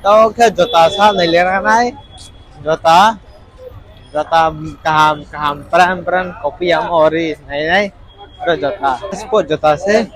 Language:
Riang (India)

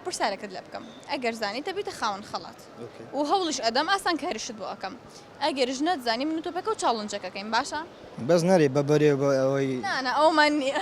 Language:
Central Kurdish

